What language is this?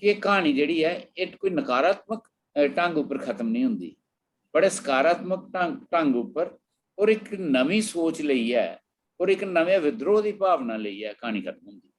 Dogri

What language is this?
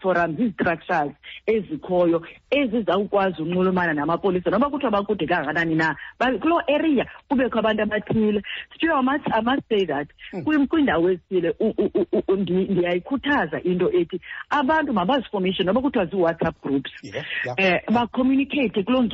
Xhosa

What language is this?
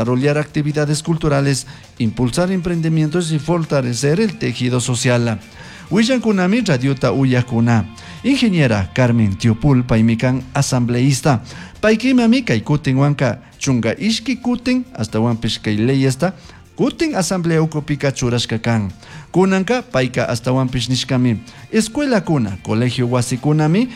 Chimborazo Highland Quichua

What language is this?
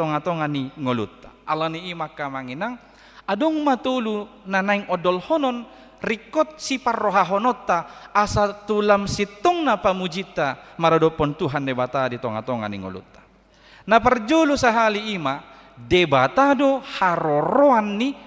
Batak Toba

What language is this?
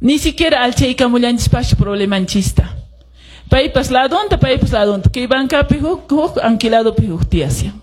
Quechua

